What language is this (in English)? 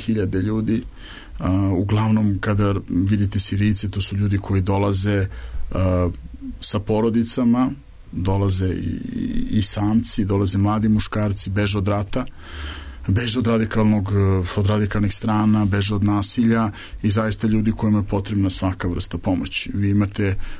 Serbian